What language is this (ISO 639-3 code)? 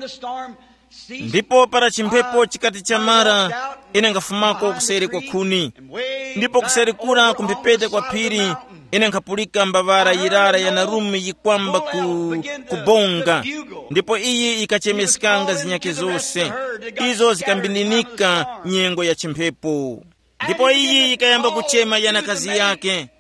tum